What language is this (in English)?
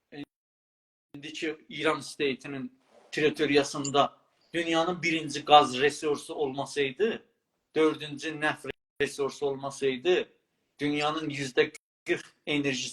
South Azerbaijani